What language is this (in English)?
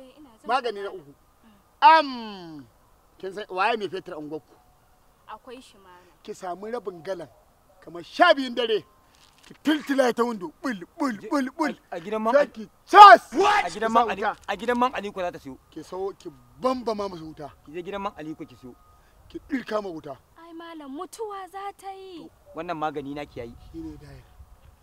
Hausa